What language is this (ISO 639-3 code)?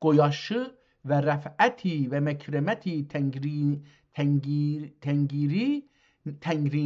azb